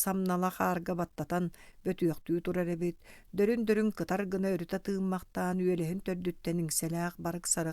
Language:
Yakut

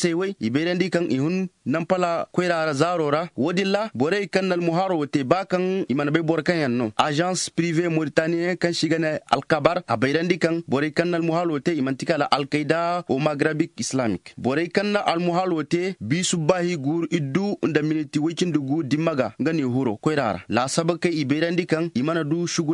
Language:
Zarma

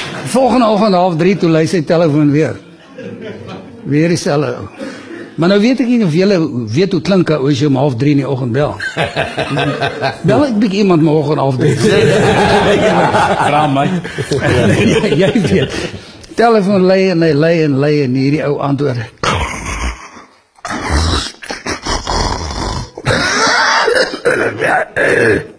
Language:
Afrikaans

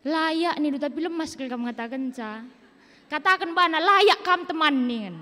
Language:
Batak Karo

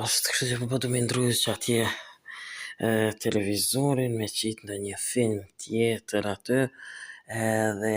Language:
Albanian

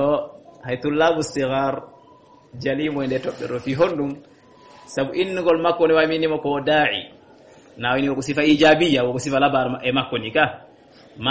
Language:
Fula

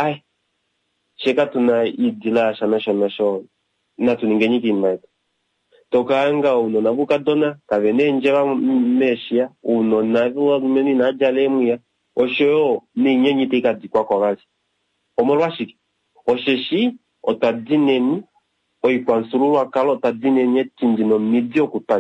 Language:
Kuanyama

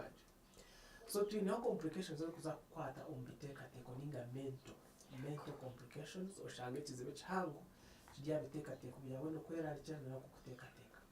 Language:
Nyankole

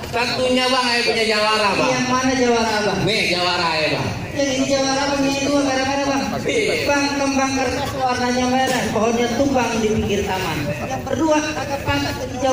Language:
Betawi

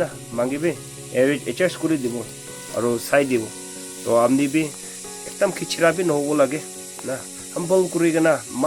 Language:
Naga Pidgin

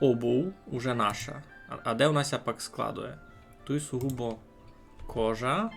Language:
Rusyn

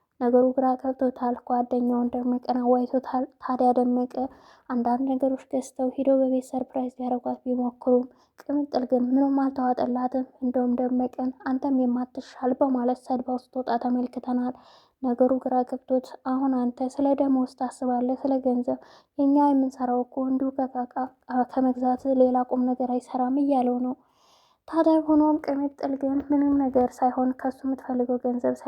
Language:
Amharic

